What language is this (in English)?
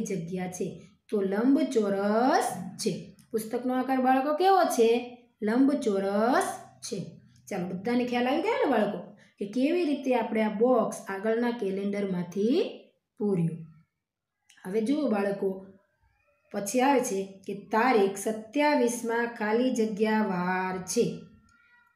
Gujarati